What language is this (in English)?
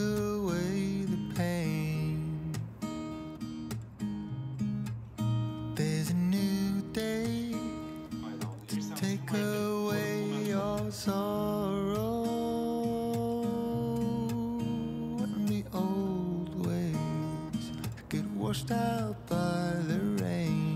English